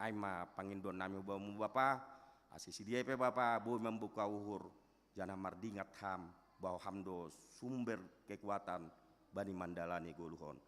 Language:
Batak Simalungun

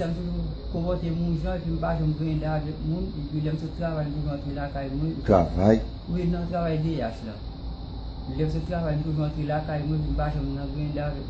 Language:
Haitian Creole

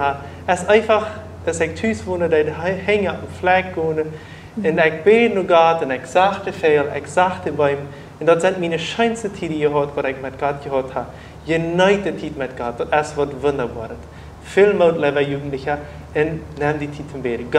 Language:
Plautdietsch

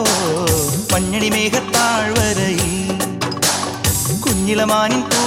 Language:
Malayalam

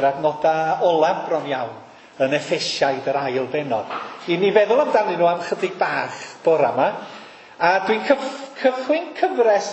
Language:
Welsh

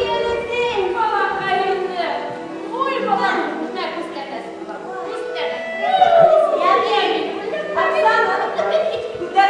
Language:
Bashkir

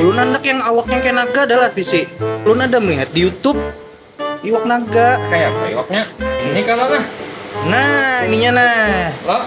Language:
Banjar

